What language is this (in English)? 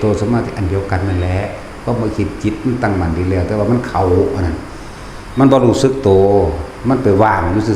Northeastern Thai